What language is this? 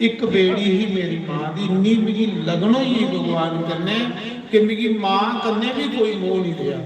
Dogri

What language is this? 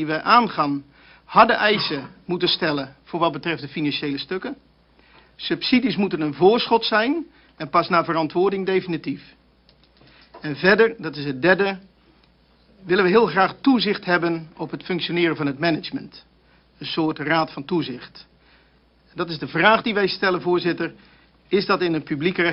Dutch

